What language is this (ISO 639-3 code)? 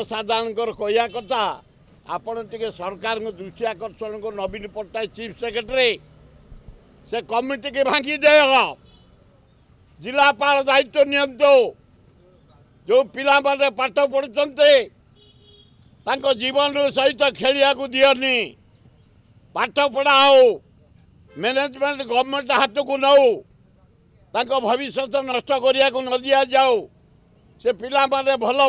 ori